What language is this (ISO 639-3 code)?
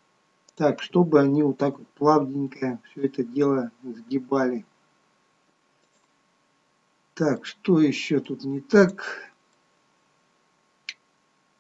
rus